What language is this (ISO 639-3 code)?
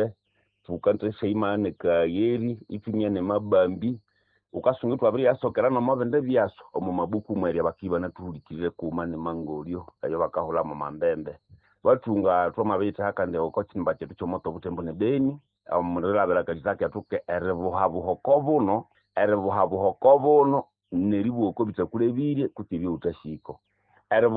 nnb